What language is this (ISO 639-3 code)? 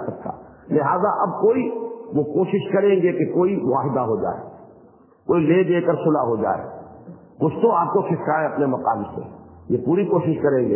urd